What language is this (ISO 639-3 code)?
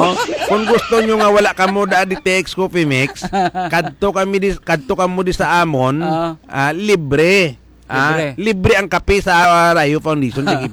hil